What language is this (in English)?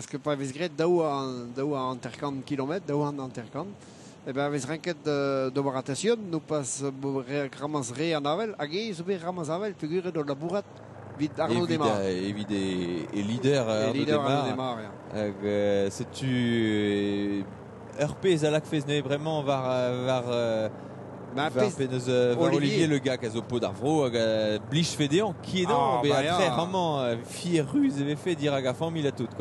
Breton